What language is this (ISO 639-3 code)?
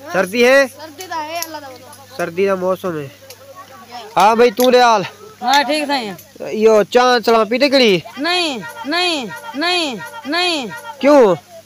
skr